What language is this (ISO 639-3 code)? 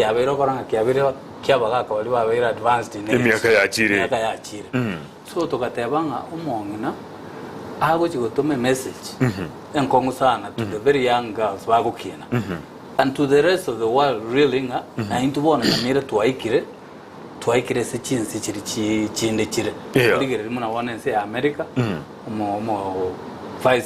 guz